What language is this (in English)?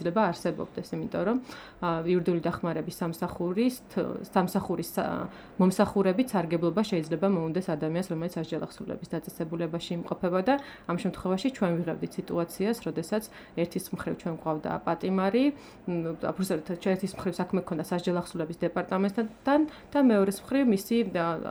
Georgian